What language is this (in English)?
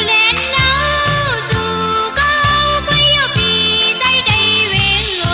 Shan